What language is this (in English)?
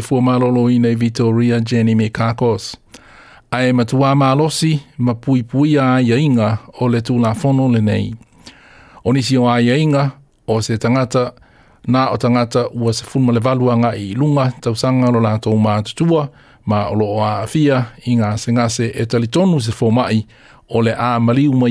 Samoan